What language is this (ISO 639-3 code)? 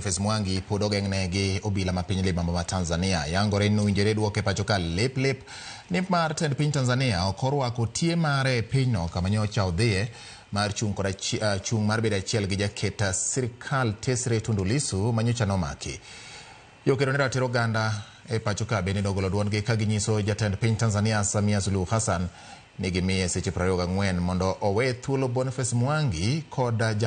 luo